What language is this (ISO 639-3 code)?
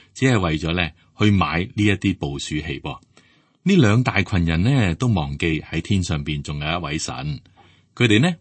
yue